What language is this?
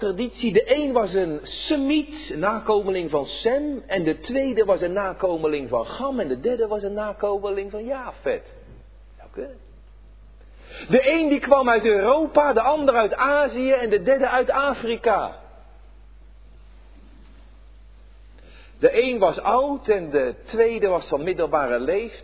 Dutch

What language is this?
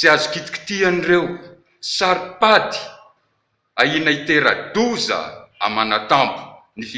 Malagasy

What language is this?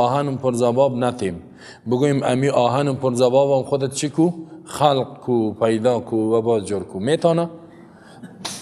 Persian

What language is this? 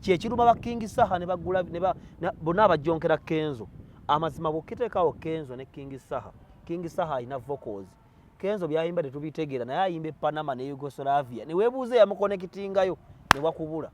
Ganda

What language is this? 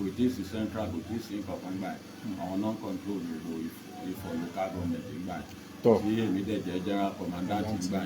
Yoruba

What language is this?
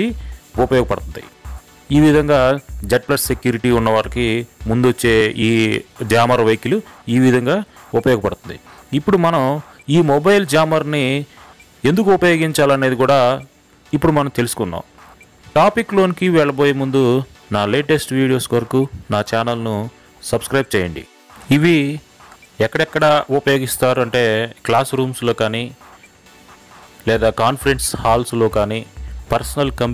Telugu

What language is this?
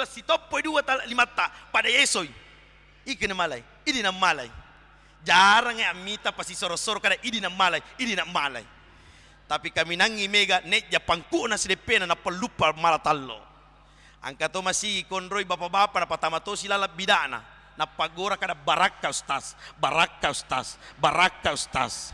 Buginese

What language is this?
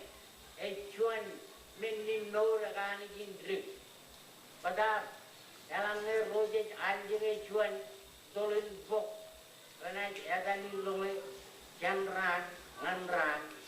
Marshallese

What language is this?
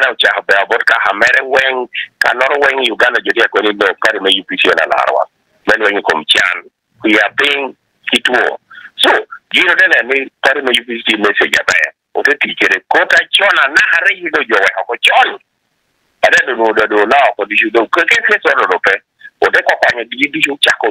Acoli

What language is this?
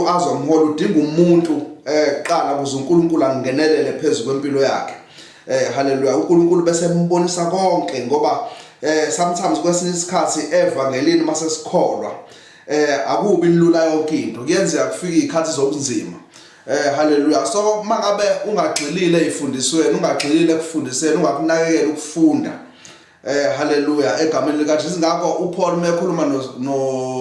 Zulu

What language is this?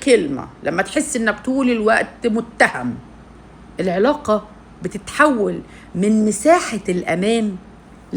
Egyptian Arabic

